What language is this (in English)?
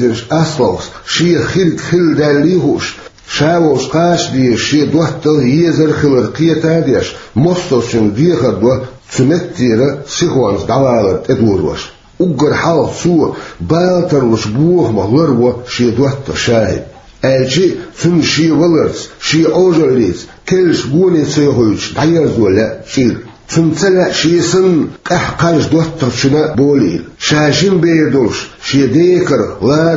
Chechen